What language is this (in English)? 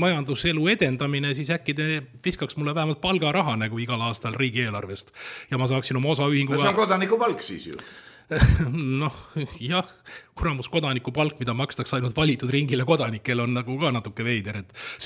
Estonian